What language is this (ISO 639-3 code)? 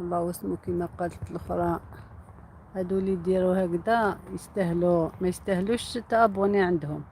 arq